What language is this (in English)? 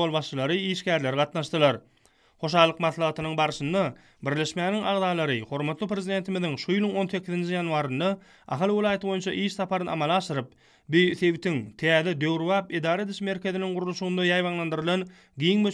Turkmen